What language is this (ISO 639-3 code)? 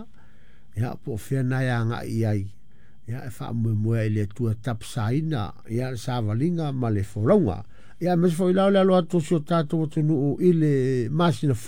smo